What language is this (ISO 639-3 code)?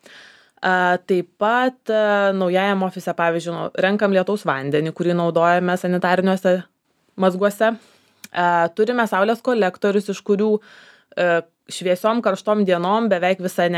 lit